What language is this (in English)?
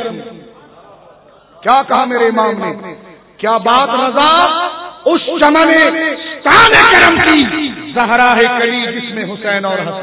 Urdu